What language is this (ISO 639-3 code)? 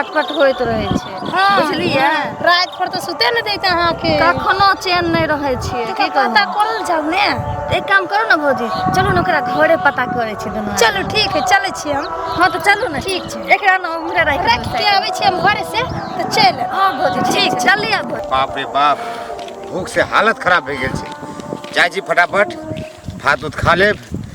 mai